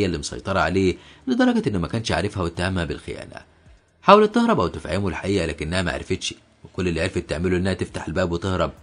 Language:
Egyptian Arabic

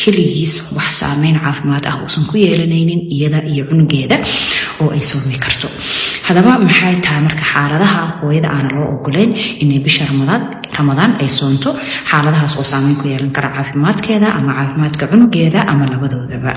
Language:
Somali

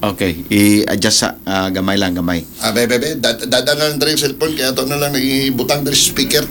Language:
Cebuano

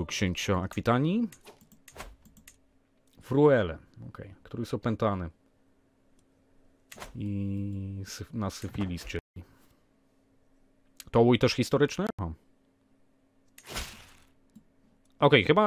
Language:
Polish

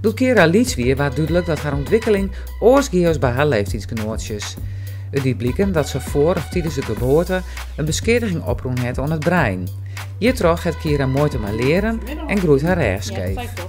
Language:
Western Frisian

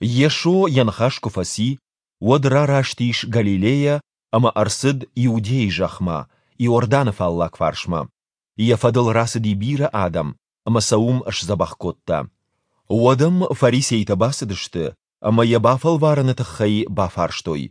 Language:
Ossetic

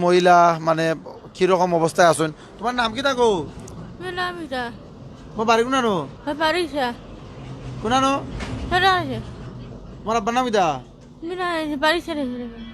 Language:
Sylheti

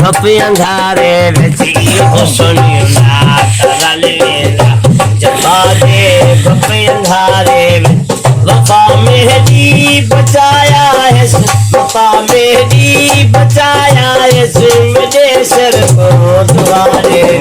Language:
Saraiki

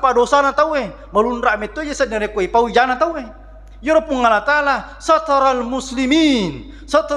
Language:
Buginese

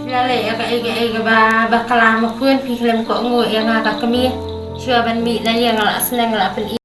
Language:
Khasi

